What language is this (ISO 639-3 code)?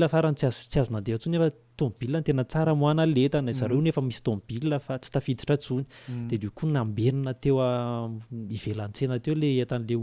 mlg